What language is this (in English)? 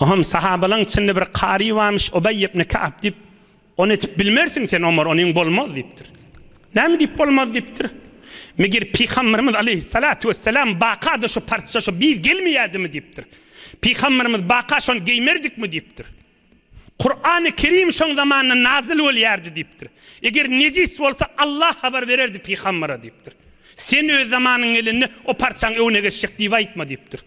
Turkmen